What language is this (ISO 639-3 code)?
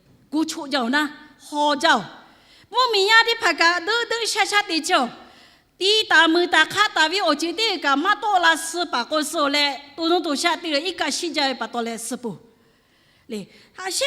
lhu